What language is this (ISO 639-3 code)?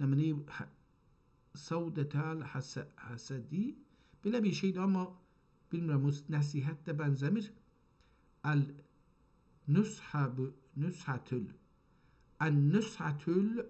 azb